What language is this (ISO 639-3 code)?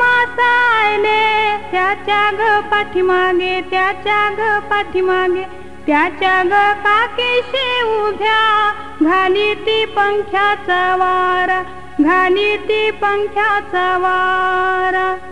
mar